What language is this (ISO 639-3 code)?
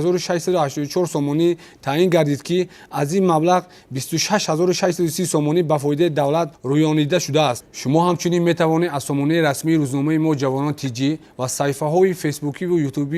tgk